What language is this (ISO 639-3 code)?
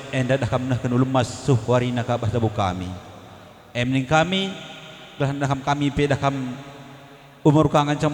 btx